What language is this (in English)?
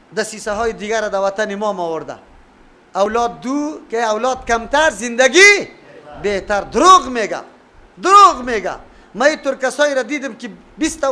Persian